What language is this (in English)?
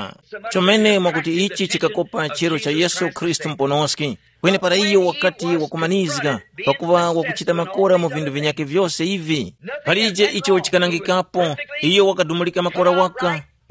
Tumbuka